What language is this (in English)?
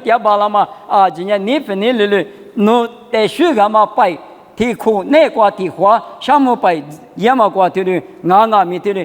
Lisu